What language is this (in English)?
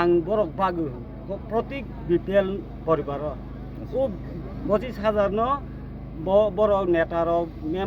Kok Borok